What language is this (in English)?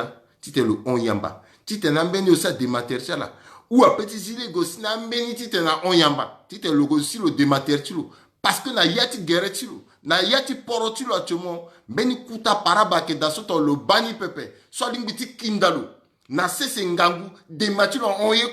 Sango